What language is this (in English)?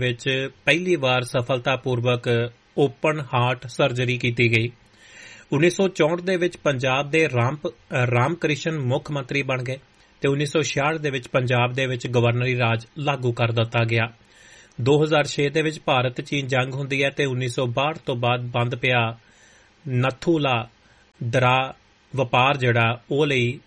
Punjabi